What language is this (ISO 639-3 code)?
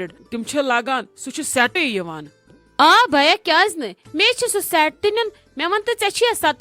kas